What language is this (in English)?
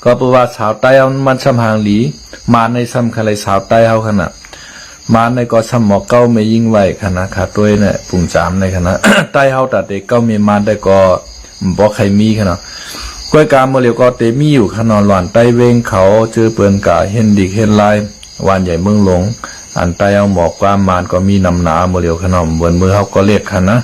Shan